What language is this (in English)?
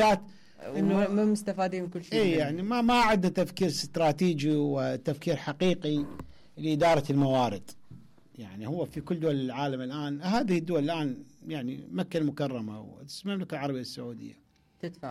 Mesopotamian Arabic